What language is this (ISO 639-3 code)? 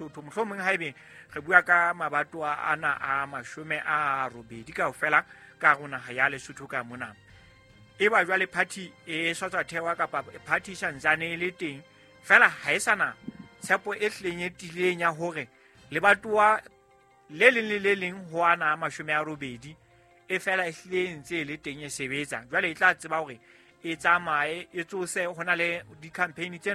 sot